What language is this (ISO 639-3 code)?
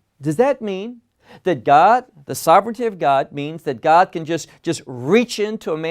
eng